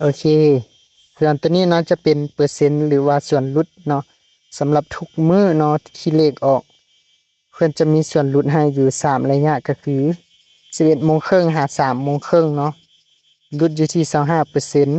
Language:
Lao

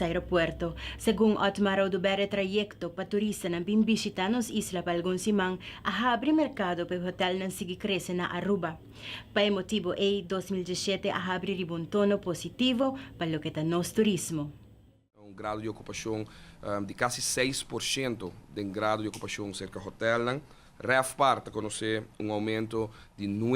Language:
Papiamento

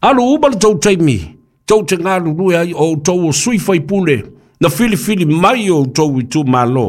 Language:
Samoan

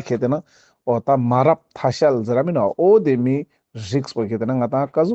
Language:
Ladakhi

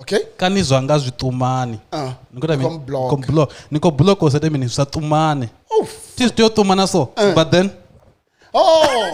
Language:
Venda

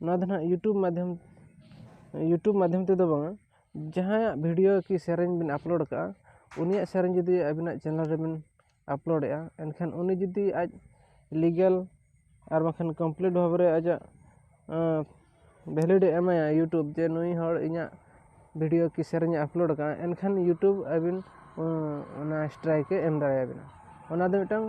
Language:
Santali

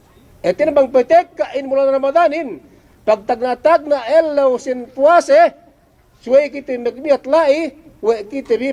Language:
Yakan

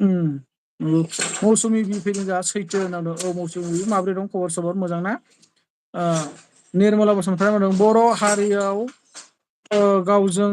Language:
Bodo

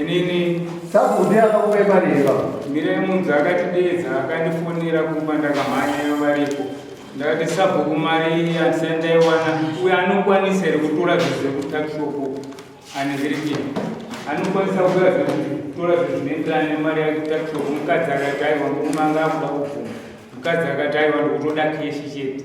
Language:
Shona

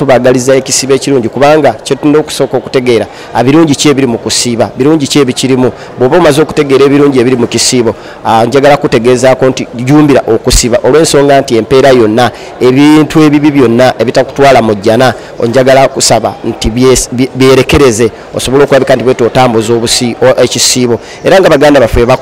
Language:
Ganda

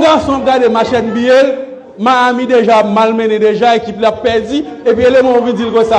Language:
Haitian Creole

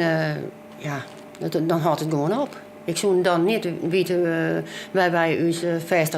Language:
Western Frisian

